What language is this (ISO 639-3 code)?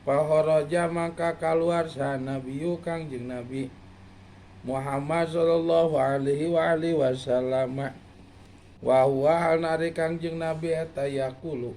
sun